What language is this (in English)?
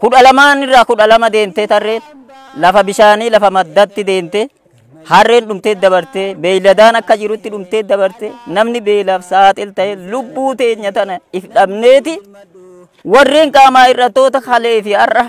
Oromo